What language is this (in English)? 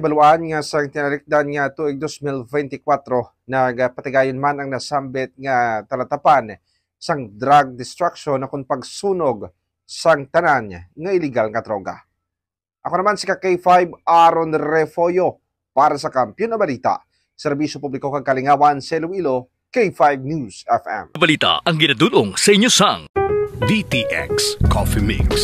Hiligaynon